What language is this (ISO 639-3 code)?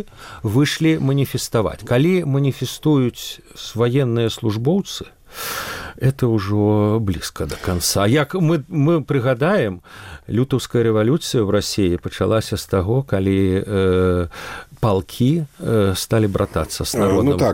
bel